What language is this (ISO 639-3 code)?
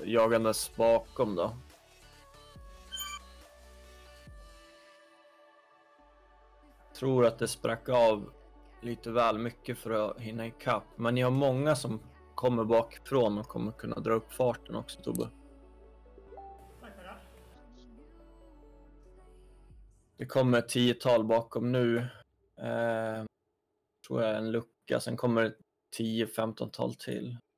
swe